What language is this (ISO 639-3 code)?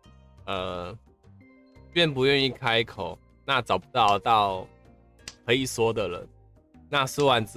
zho